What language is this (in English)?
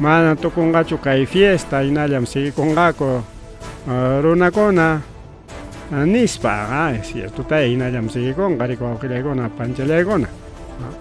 Ayacucho Quechua